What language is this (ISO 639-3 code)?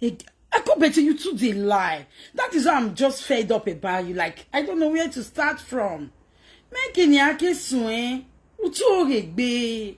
pcm